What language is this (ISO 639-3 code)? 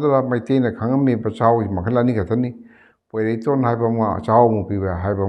mni